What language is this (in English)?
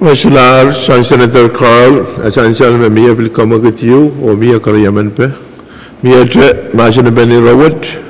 Pohnpeian